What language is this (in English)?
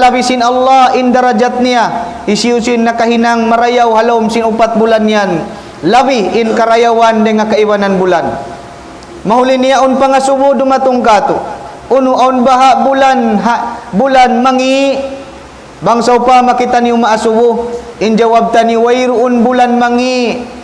Tausug